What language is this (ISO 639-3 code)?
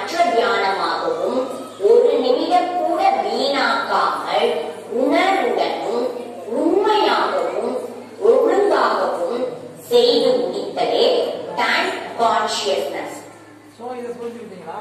tam